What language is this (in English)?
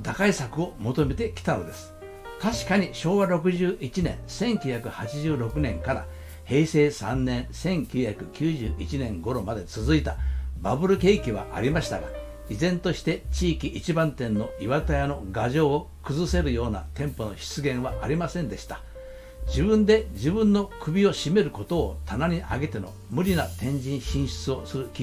Japanese